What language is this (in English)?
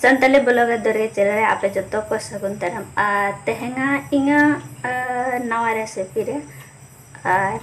Santali